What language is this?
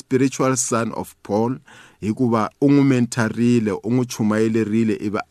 Tsonga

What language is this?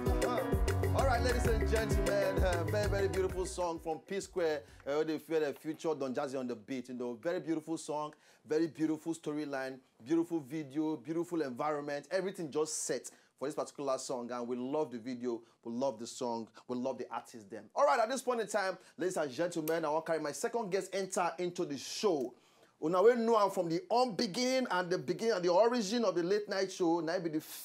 Nigerian Pidgin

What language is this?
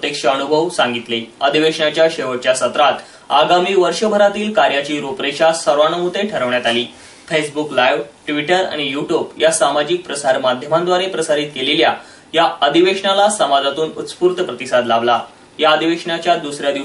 Marathi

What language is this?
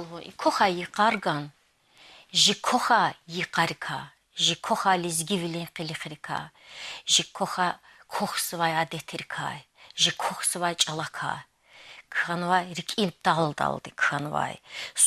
Lezghian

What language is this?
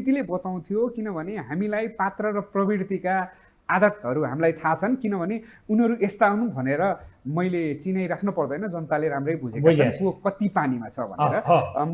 Nepali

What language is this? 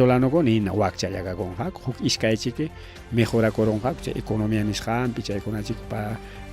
Ayacucho Quechua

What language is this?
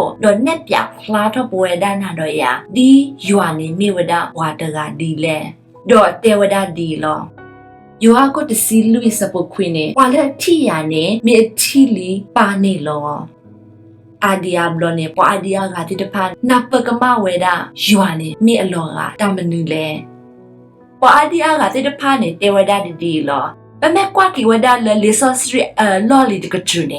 S'gaw Karen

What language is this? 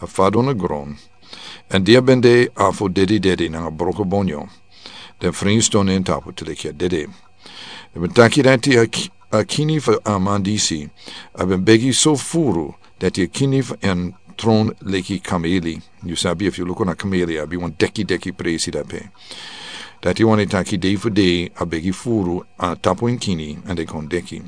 Sranan Tongo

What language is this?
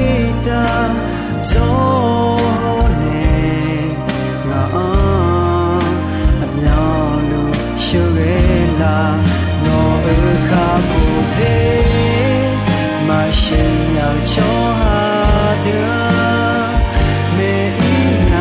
Akha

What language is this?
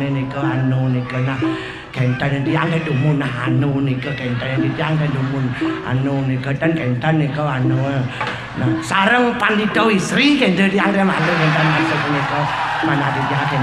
Balinese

